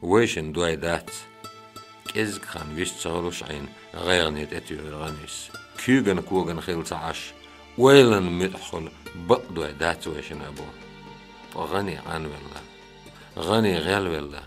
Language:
Chechen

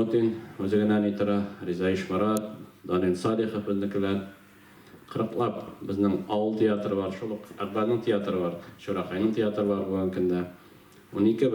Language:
Tatar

